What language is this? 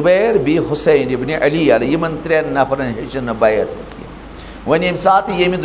Kashmiri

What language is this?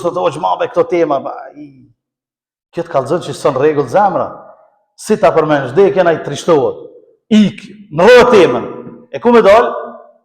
Albanian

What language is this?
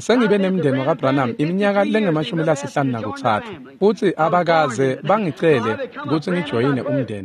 Swati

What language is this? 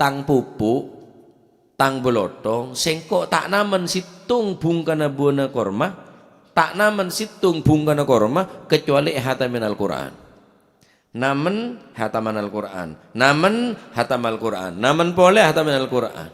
Madurese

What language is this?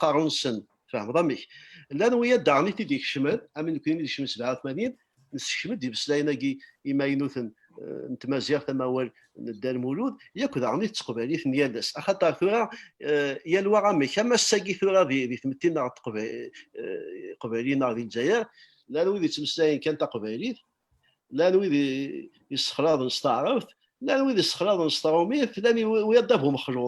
Kabyle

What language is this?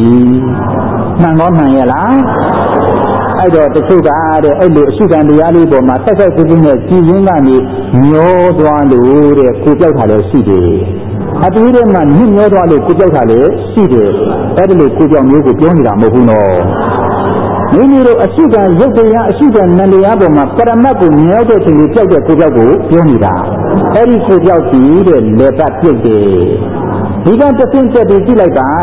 Burmese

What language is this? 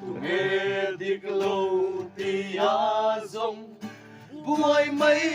Mizo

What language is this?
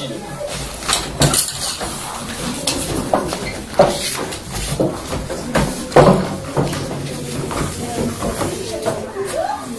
Czech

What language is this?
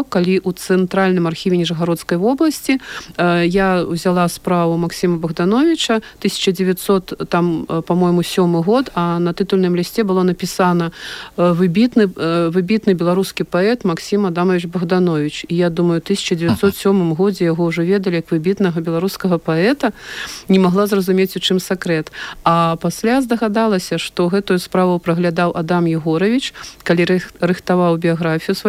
Belarusian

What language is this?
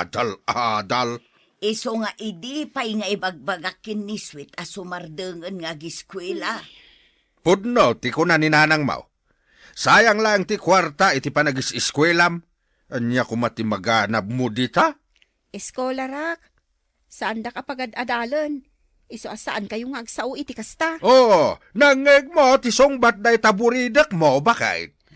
Iloko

